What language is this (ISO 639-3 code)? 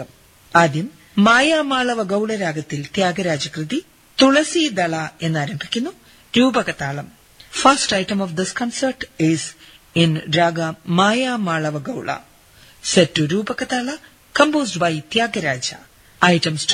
mal